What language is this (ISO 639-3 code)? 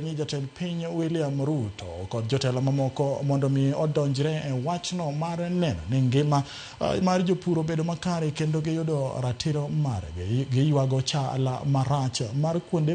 luo